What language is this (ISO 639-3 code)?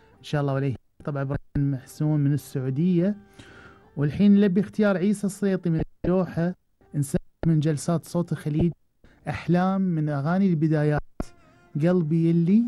afb